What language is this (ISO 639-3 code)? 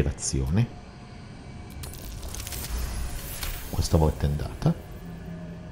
ita